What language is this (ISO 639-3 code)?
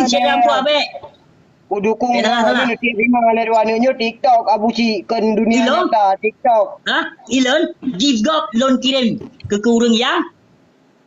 ace